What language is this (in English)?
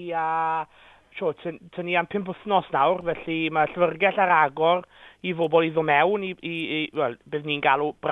Welsh